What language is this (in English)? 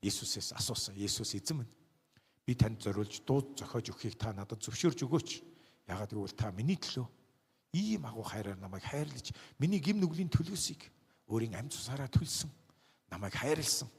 Mongolian